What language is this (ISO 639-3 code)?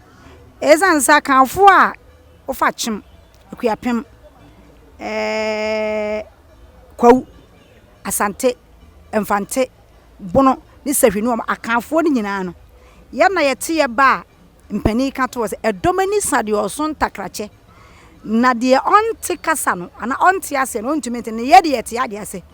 aka